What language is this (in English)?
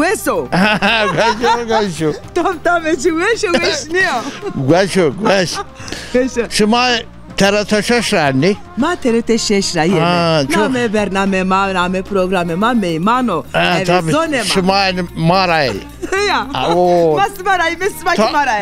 Zaza